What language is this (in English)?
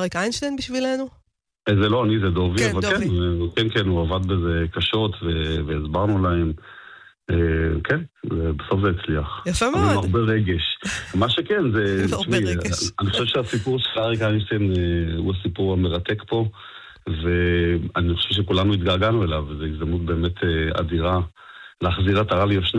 Hebrew